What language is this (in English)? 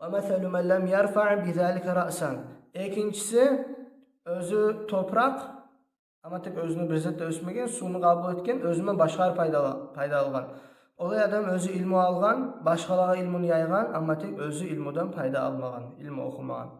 Kumyk